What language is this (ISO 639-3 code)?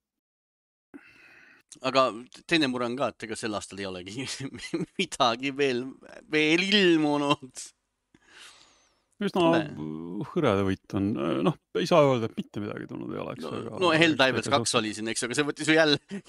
est